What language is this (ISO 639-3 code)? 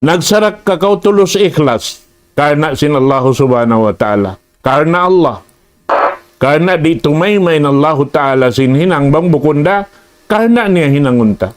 tsg